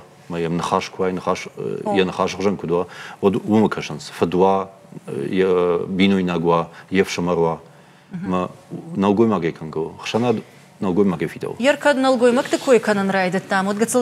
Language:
Ossetic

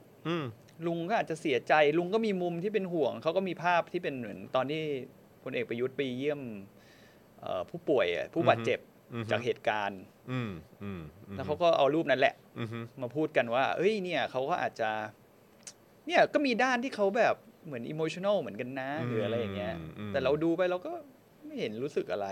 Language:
Thai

